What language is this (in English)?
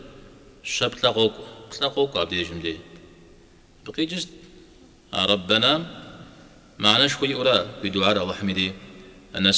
Kabardian